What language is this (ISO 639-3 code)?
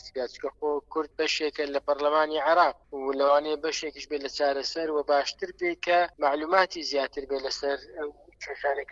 ckb